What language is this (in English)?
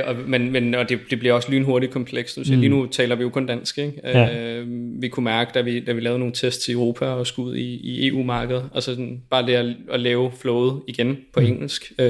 Danish